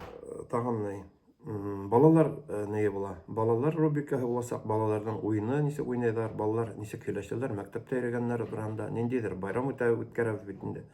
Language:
Bashkir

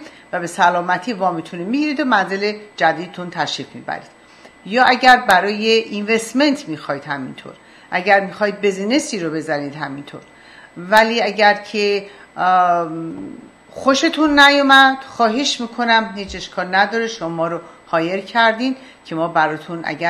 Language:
Persian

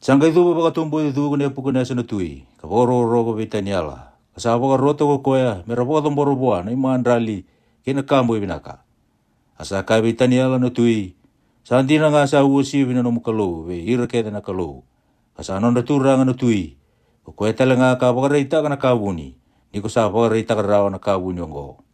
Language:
Fijian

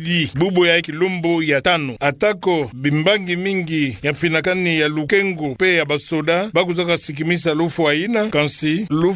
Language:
Kituba (Democratic Republic of Congo)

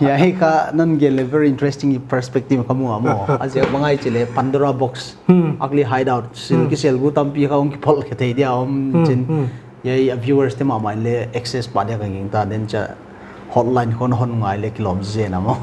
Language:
Paite Chin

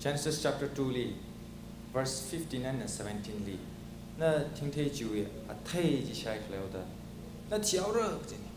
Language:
Tangkhul Naga (India)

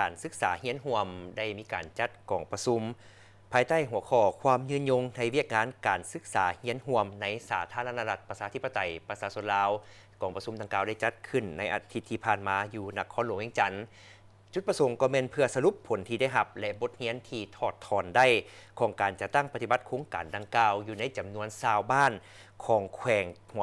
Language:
Lao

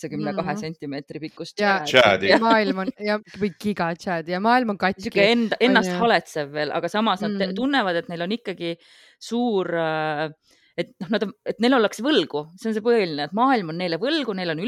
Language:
Estonian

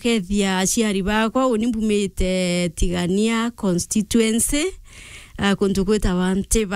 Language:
Meru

